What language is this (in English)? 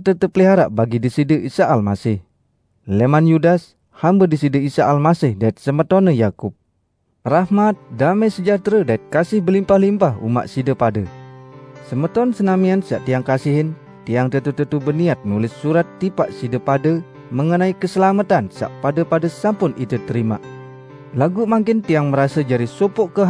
Sasak